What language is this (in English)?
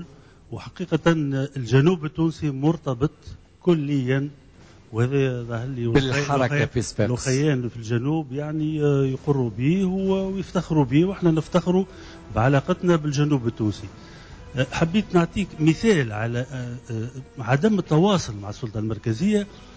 Tunisian Arabic